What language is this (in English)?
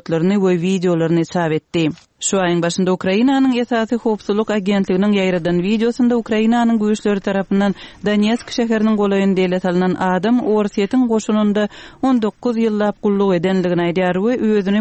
Turkmen